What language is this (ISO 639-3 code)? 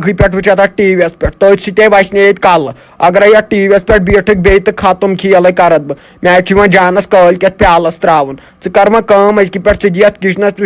kas